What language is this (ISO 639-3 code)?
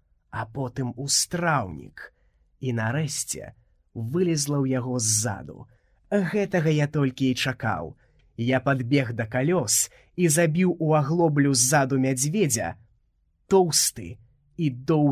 bel